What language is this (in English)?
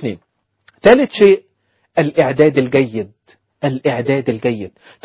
Egyptian Arabic